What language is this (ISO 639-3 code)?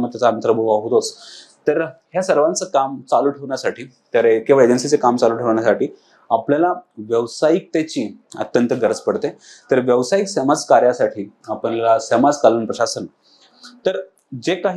mar